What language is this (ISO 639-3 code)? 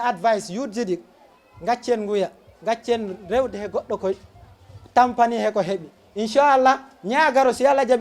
ful